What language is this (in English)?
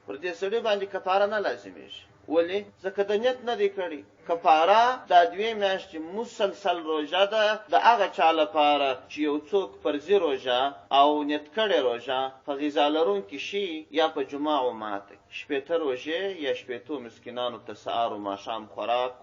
Pashto